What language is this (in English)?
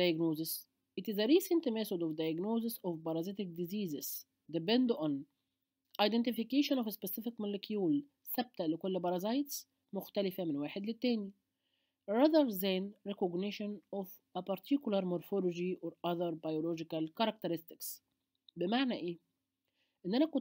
Egyptian Arabic